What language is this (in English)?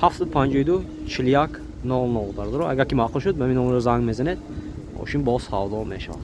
Tajik